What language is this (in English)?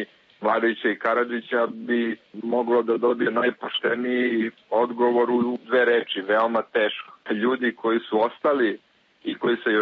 Serbian